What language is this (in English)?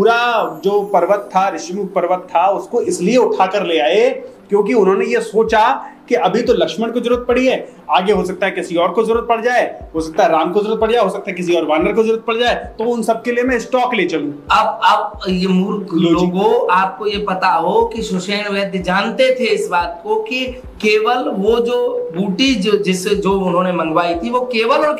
Hindi